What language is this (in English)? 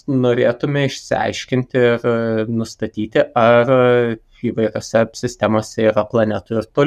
Lithuanian